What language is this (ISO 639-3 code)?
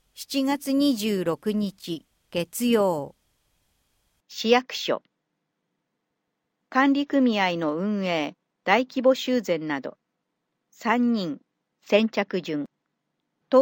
jpn